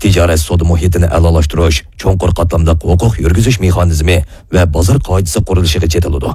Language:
Uyghur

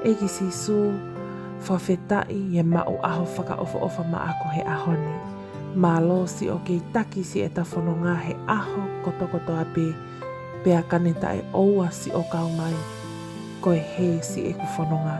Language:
Tongan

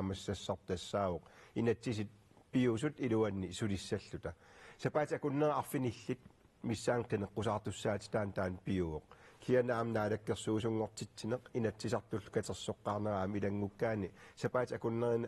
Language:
Kalaallisut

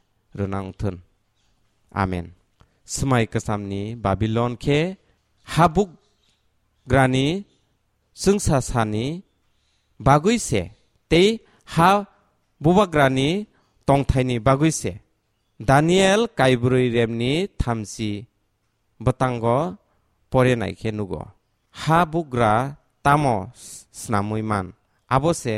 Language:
Kok Borok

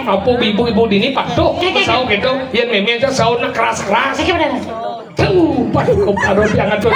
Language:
Balinese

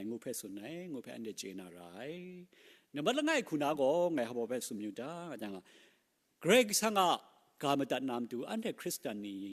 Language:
Kachin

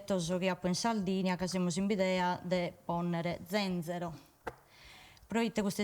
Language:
Sardinian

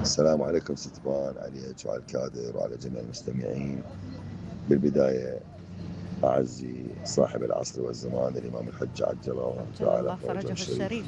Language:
Mesopotamian Arabic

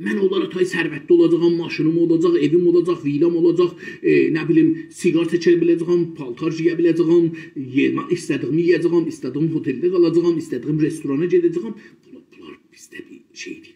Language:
South Azerbaijani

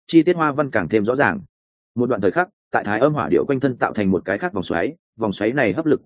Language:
Vietnamese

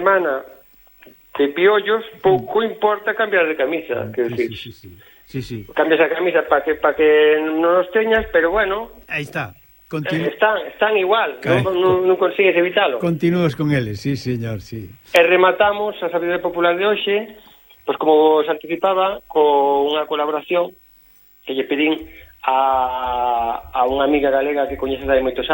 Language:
Galician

